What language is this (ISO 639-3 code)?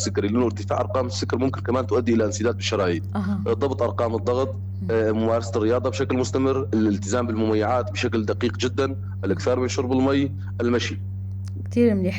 apc